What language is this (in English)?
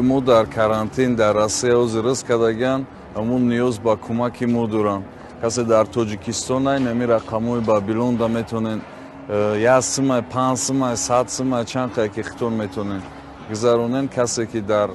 Tajik